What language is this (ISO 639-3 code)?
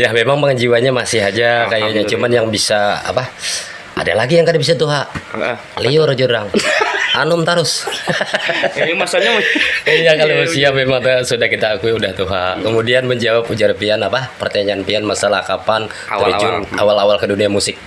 bjn